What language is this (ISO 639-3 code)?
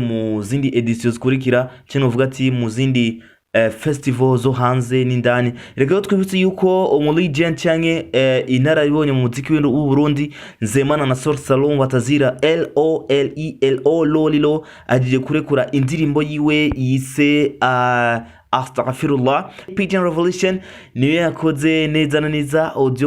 run